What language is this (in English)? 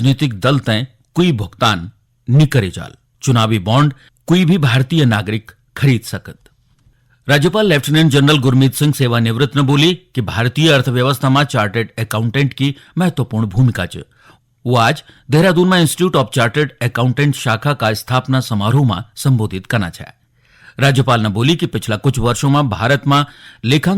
Garhwali